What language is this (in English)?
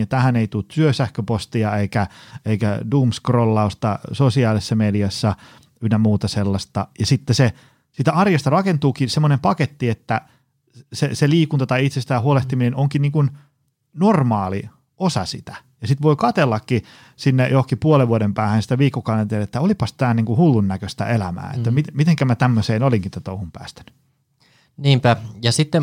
Finnish